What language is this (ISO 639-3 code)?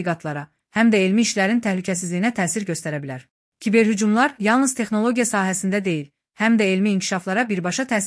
aze